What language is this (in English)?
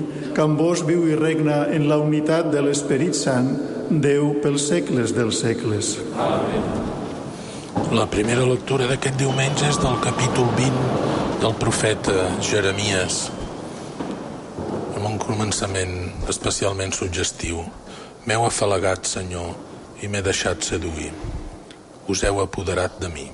Catalan